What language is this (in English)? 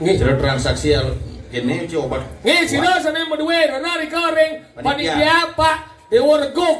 Balinese